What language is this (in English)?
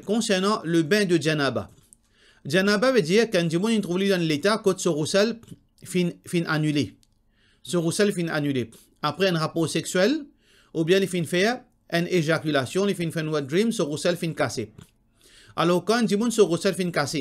Morisyen